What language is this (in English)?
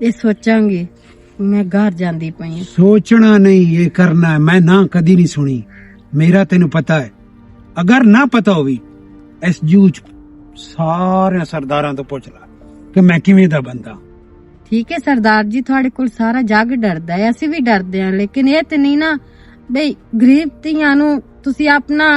Western Panjabi